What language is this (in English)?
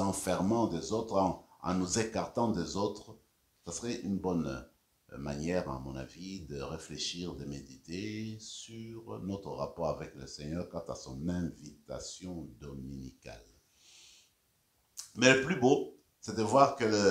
French